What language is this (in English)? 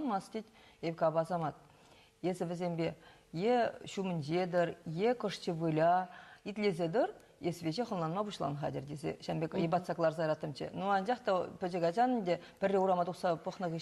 Chuvash